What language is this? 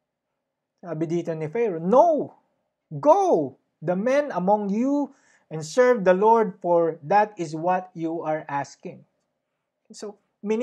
Filipino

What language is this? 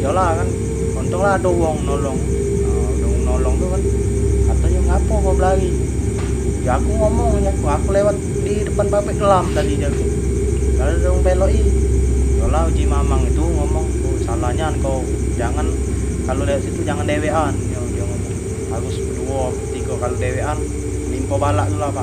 Musi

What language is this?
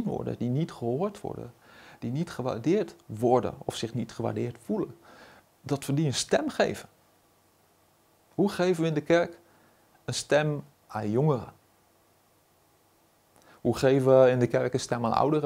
Dutch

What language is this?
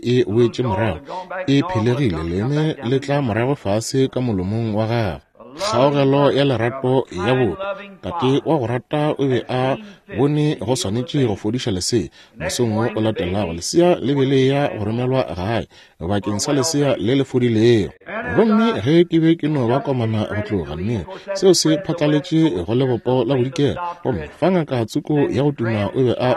Northern Sotho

